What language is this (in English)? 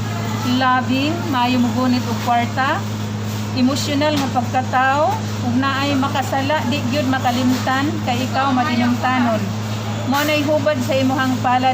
Cebuano